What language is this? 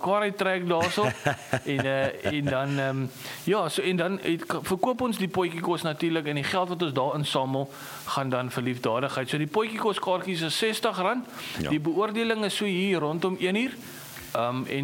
Afrikaans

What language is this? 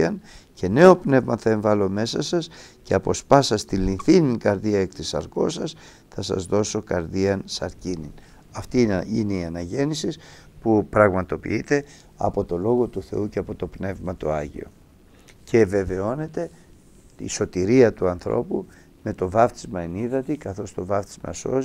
Greek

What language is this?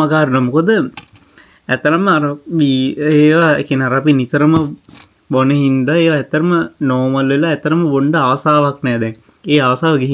Sinhala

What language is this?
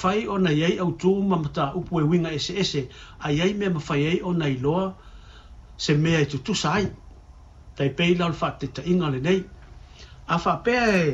Samoan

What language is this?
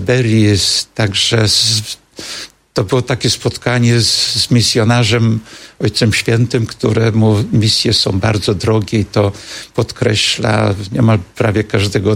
Polish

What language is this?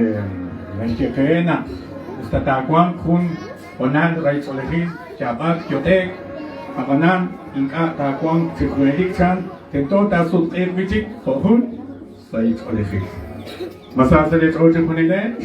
Kekchí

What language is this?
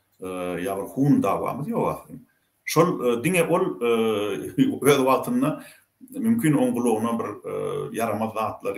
Turkmen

